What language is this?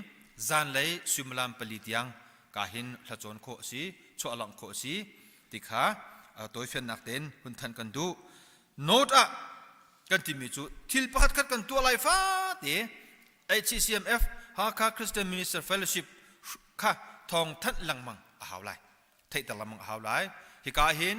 Hakha Chin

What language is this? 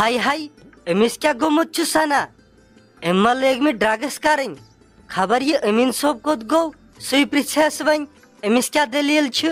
Kashmiri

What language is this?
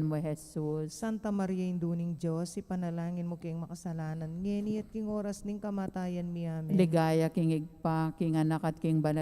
Pampanga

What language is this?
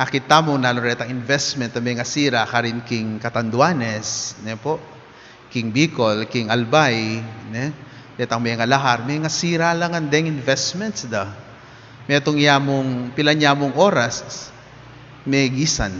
Pampanga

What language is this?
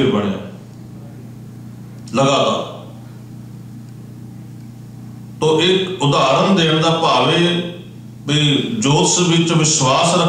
Punjabi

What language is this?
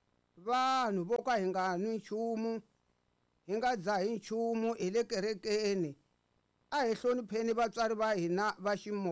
Tsonga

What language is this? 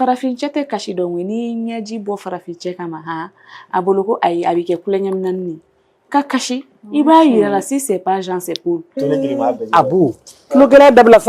Bambara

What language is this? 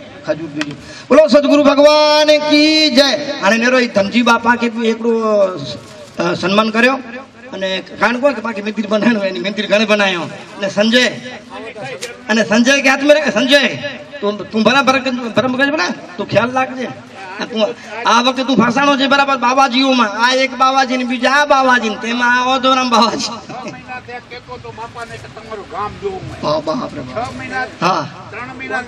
Gujarati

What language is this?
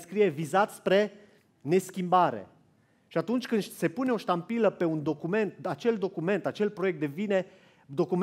Romanian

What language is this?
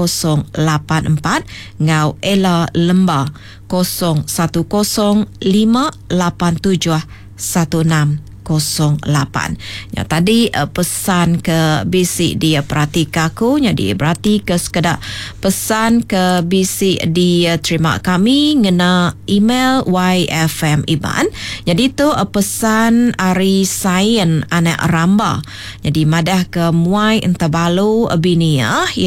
Iban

